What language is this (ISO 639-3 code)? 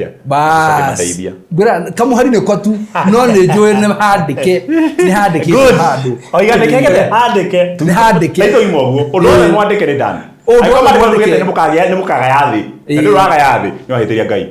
kik